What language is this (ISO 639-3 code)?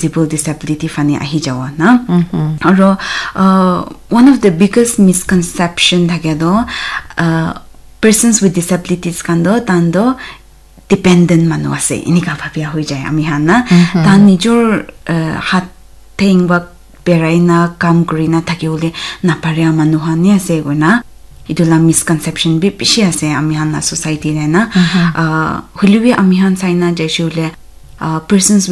nag